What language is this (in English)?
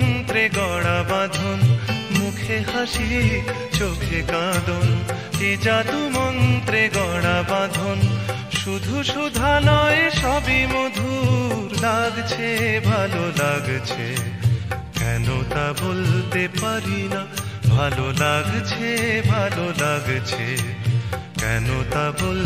Bangla